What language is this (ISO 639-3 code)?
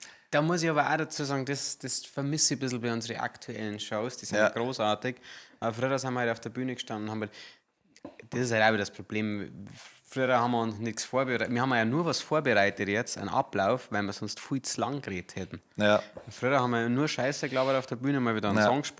bar